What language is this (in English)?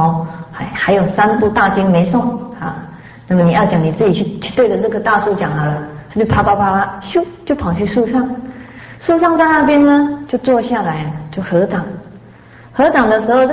Chinese